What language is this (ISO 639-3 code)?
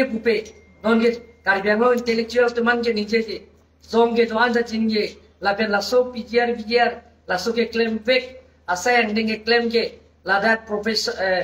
mjw